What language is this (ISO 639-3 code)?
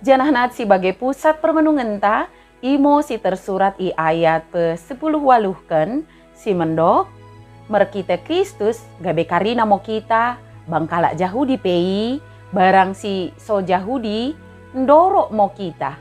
btd